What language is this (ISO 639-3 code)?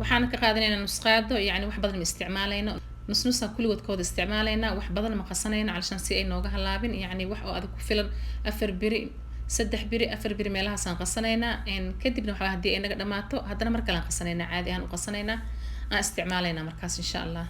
som